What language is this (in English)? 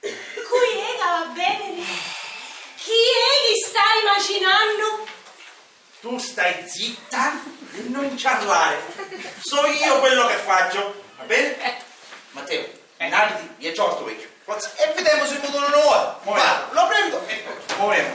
Sicilian